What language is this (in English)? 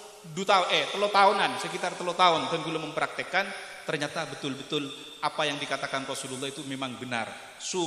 Madurese